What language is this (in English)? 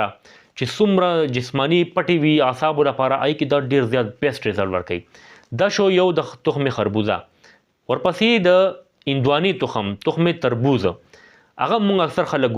Pashto